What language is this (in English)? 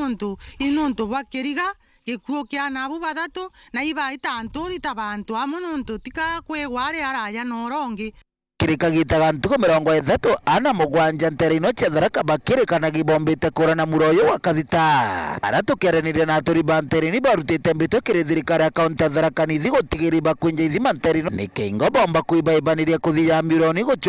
Meru